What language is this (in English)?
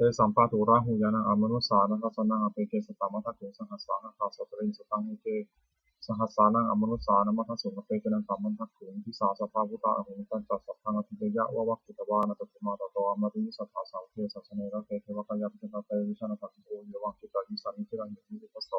Pali